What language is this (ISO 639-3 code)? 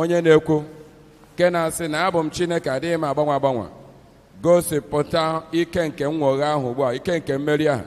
ibo